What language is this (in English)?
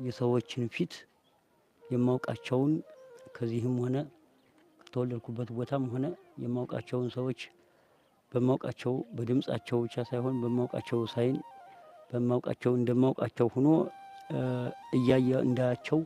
Amharic